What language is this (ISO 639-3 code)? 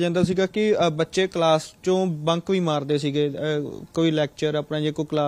pan